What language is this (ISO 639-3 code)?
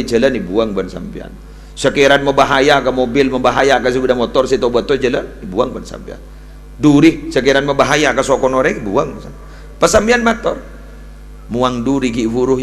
mad